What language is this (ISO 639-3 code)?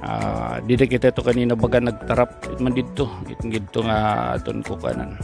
war